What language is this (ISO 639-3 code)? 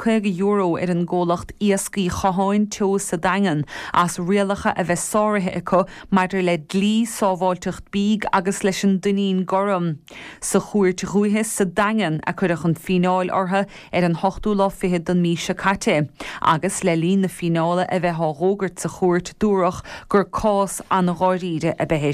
gle